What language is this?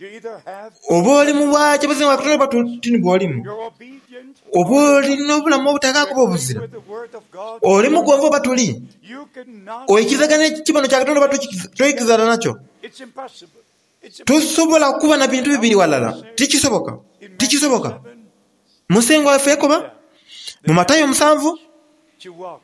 Soga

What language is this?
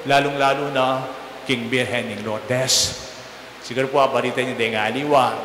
Pampanga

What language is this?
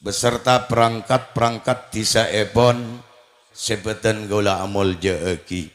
Madurese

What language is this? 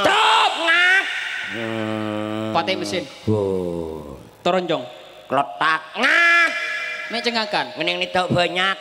Madurese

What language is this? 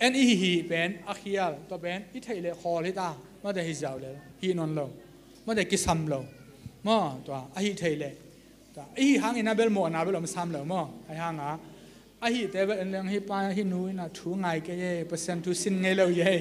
Tedim Chin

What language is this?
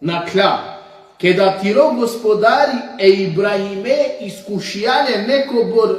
Balkan Romani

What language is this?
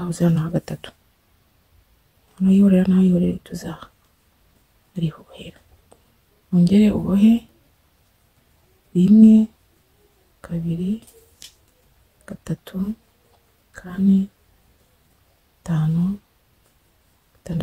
Kinyarwanda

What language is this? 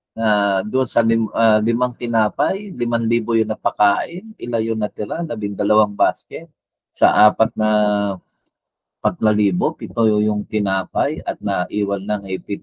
Filipino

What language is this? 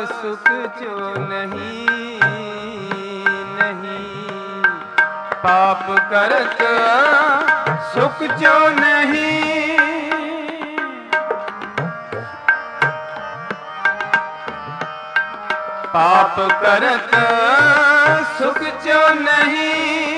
Punjabi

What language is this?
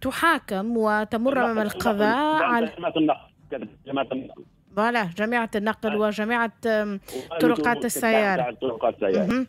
Tunisian Arabic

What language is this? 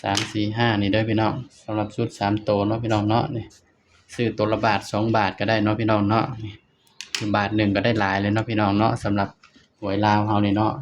Northeastern Thai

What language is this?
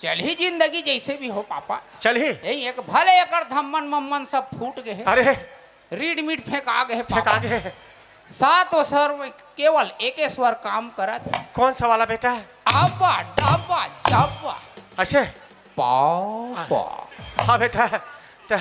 Chhattisgarhi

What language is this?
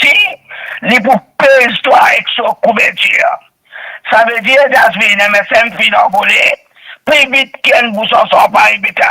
Morisyen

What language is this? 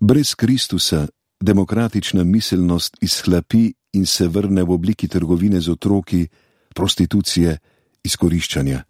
Slovenian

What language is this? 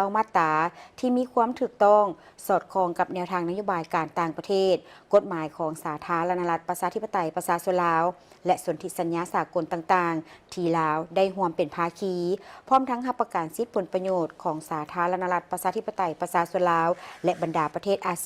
Lao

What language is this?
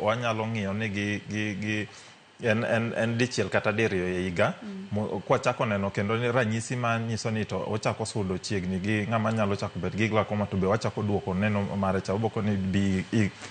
Luo (Kenya and Tanzania)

